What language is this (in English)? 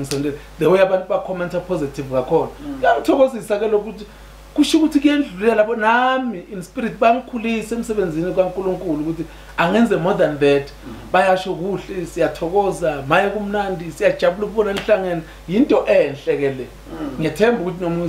Zulu